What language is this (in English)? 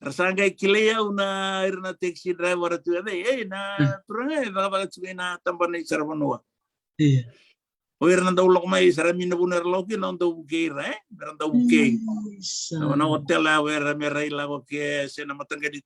Fijian